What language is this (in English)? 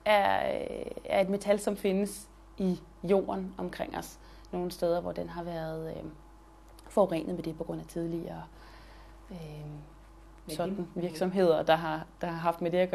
Danish